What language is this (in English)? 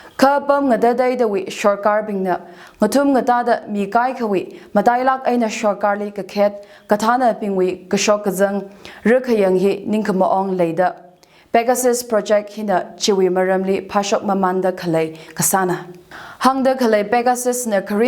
Tangkhul Naga (India)